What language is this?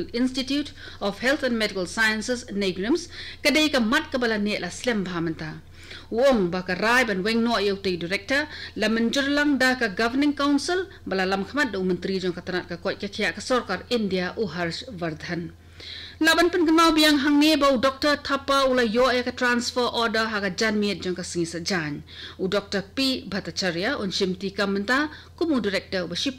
Khasi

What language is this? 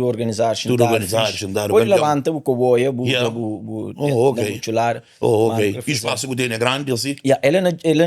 Kabuverdianu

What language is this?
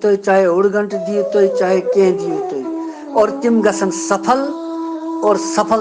Kashmiri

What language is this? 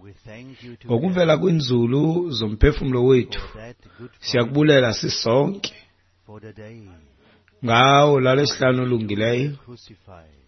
Xhosa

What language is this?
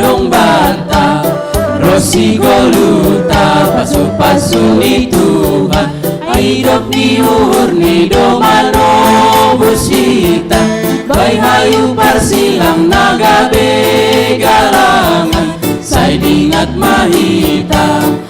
Batak Simalungun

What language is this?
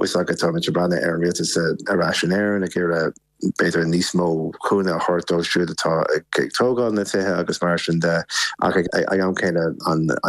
Irish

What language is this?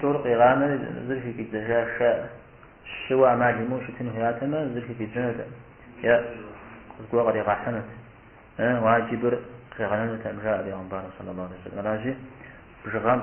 Kabardian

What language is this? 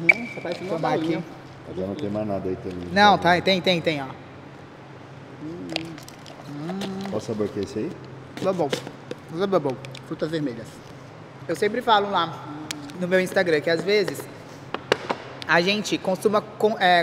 Portuguese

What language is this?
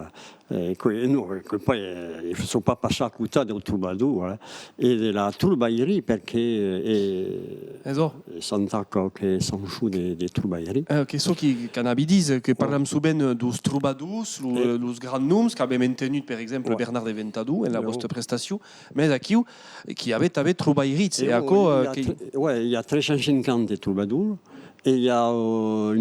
Occitan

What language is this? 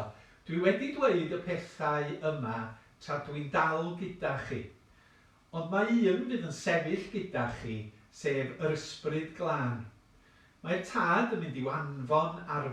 Welsh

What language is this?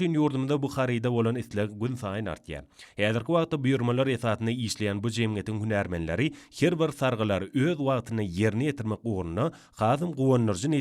Turkmen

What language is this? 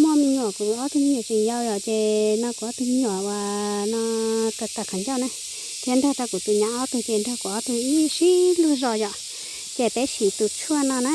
Hmong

